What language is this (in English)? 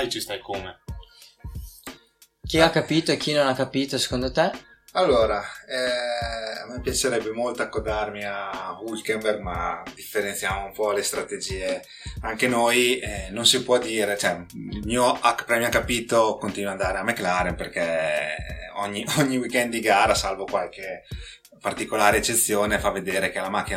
Italian